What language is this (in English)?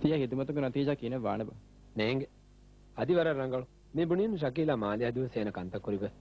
Divehi